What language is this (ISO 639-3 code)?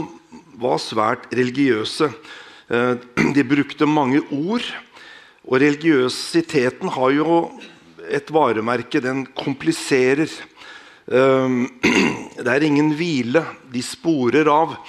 nor